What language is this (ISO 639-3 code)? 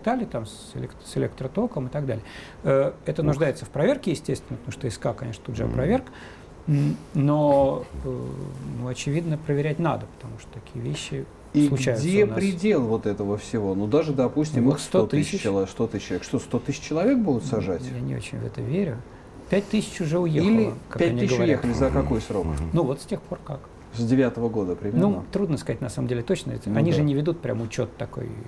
rus